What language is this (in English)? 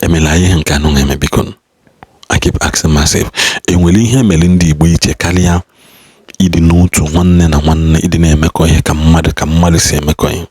Igbo